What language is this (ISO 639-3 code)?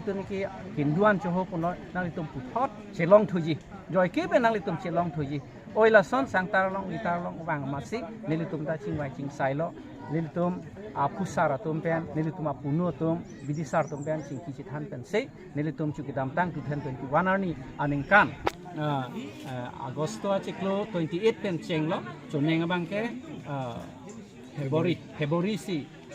mjw